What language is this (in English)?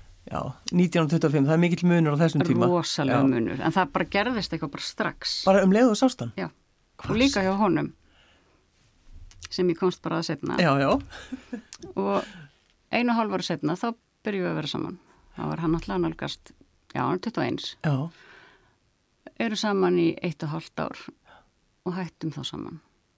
Icelandic